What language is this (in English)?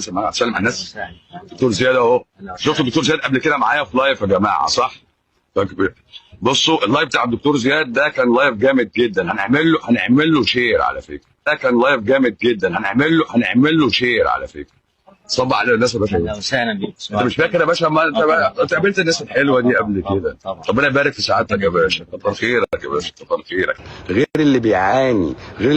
Egyptian Arabic